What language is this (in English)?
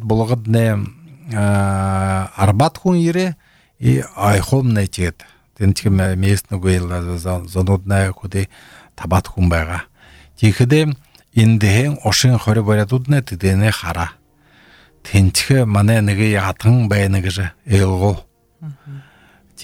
Belarusian